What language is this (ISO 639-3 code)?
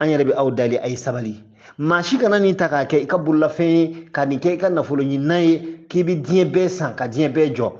bam